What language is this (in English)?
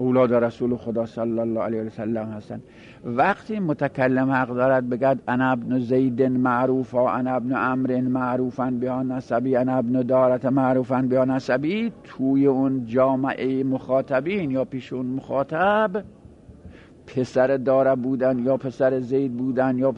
Persian